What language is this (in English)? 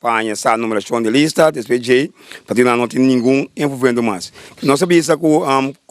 Papiamento